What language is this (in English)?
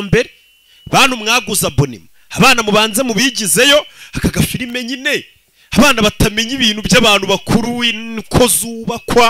Kinyarwanda